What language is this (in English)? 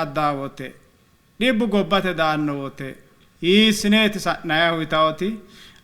Sidamo